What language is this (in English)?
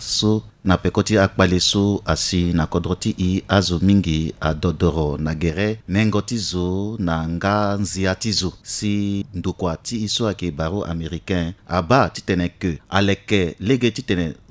Sango